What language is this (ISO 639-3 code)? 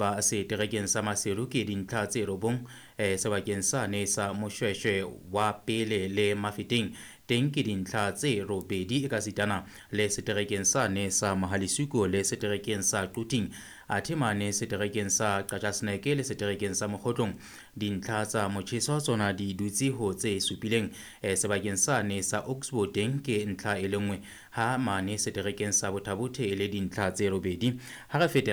sot